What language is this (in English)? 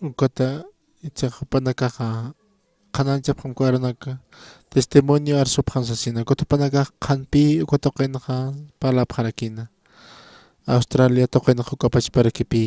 Aymara